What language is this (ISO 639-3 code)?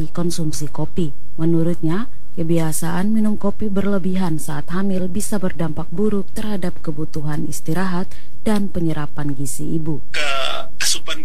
ind